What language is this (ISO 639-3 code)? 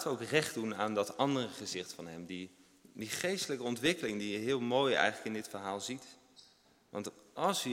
nld